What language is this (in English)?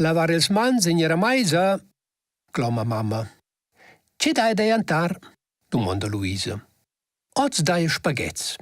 Romansh